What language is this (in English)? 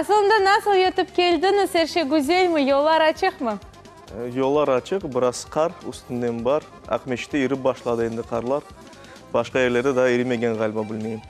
Crimean Tatar